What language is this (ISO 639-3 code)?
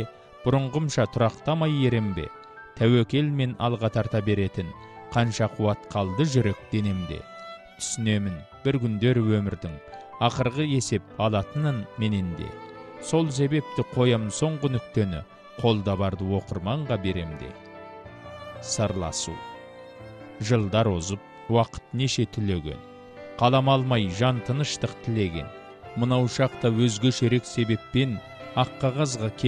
kaz